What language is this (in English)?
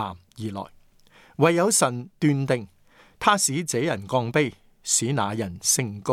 Cantonese